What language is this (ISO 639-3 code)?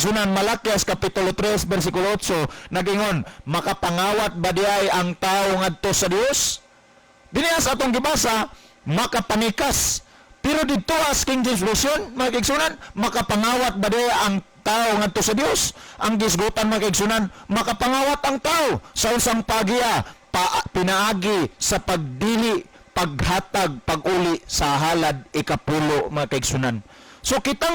ceb